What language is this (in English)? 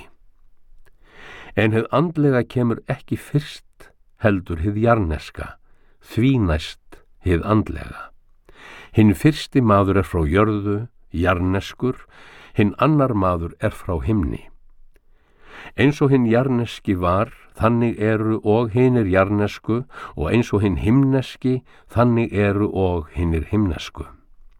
Icelandic